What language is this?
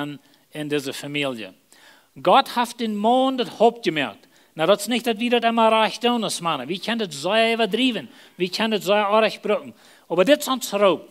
Plautdietsch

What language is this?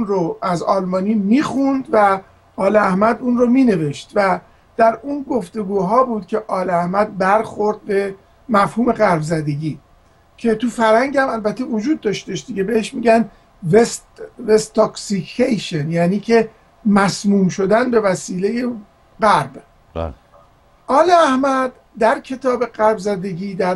Persian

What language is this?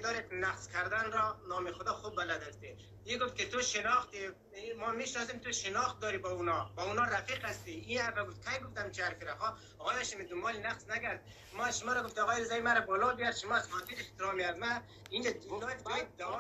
Persian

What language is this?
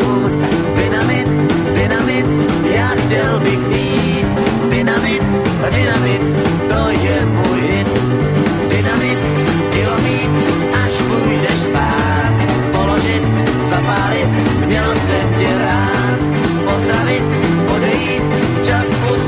Czech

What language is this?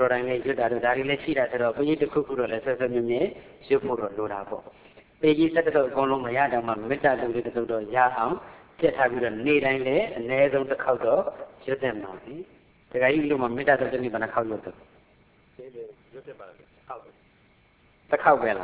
Burmese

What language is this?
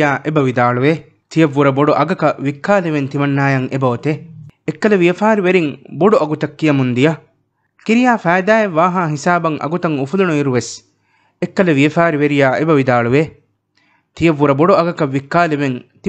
Divehi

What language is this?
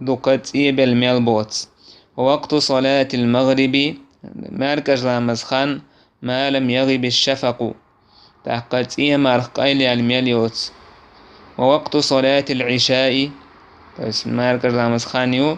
Chechen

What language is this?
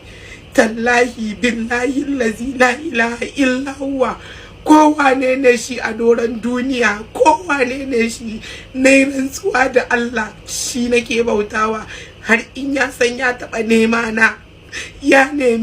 Hausa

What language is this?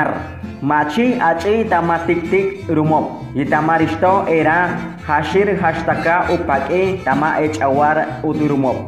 Chortí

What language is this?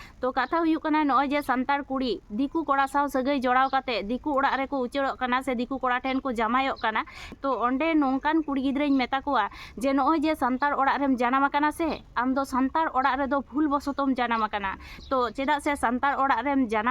Santali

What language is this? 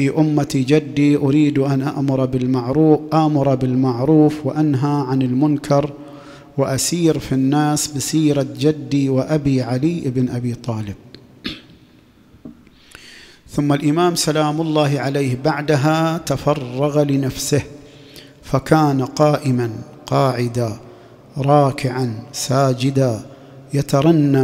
Arabic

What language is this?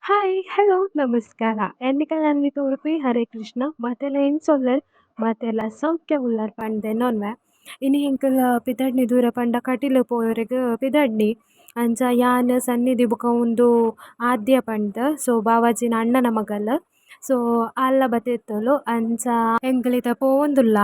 Tulu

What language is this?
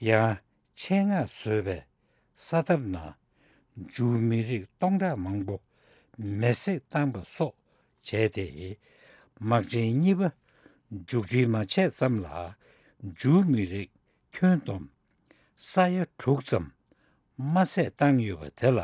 Tibetan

